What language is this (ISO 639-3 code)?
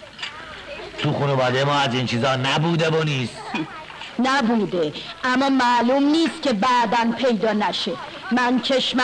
fas